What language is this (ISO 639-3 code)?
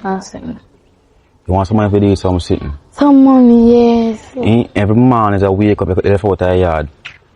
jam